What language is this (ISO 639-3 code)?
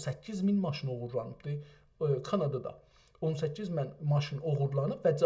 azb